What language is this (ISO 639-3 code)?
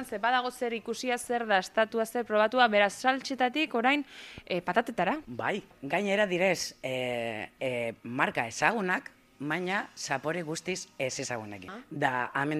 eus